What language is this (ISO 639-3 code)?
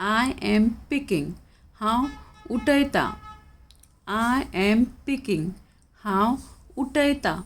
kok